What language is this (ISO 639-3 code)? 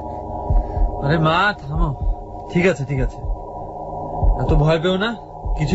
ben